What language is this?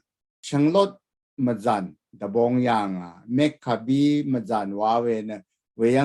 Rawang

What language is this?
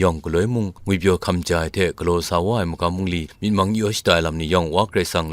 Kachin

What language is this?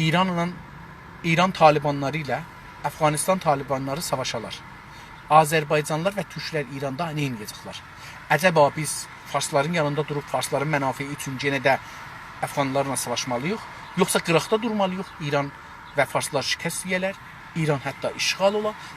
South Azerbaijani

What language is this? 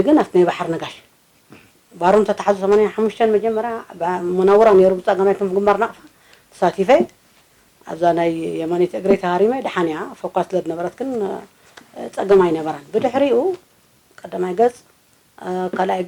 Tigrinya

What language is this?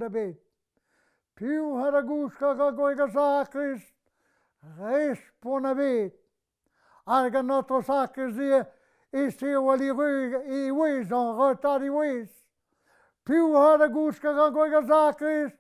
Breton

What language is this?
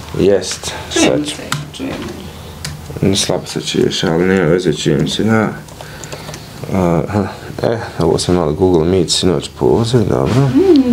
Bosnian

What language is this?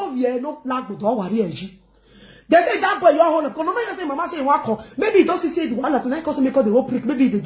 Nigerian Pidgin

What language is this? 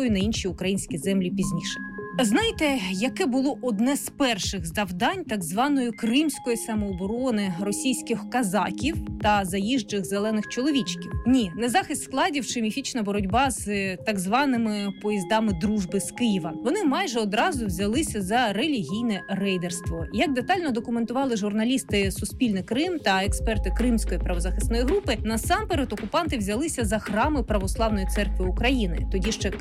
Ukrainian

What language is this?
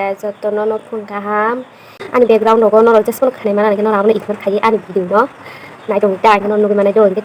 Kok Borok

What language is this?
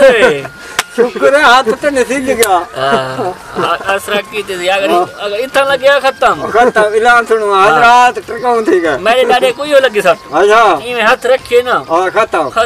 Saraiki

